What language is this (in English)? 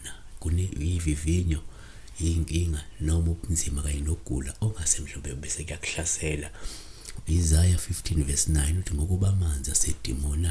Zulu